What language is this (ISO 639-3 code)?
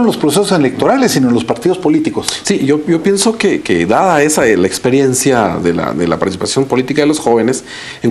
spa